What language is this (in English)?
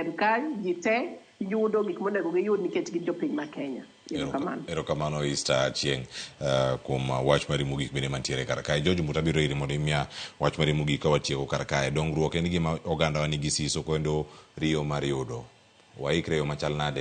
Luo (Kenya and Tanzania)